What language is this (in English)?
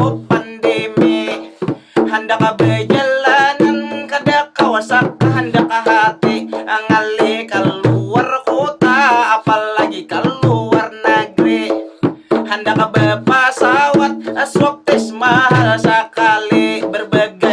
Banjar